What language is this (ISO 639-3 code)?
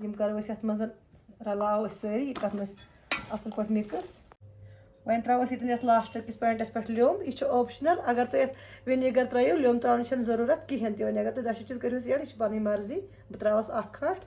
kas